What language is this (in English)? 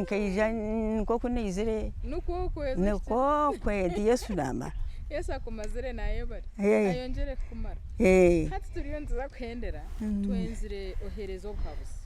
Nyankole